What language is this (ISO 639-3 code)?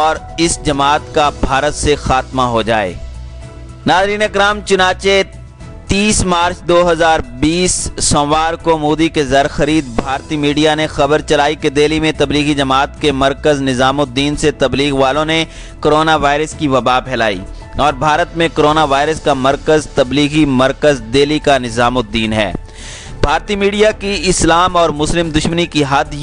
urd